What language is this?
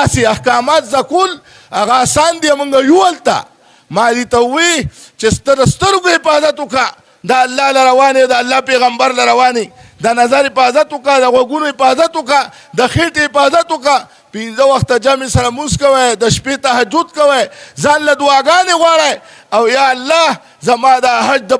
Pashto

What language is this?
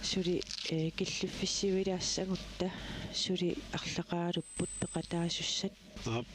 Kalaallisut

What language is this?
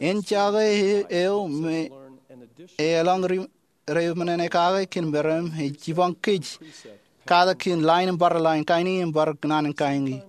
Marshallese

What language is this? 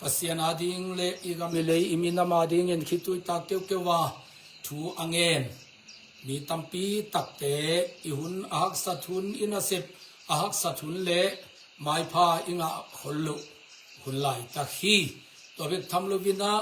Tedim Chin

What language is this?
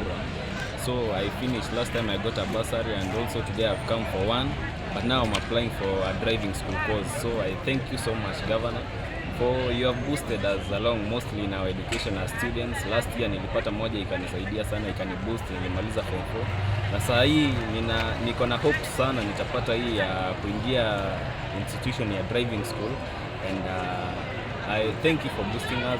Gusii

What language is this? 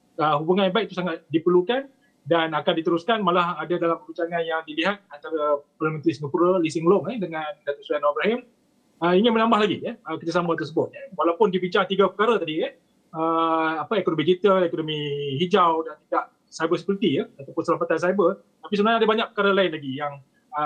Malay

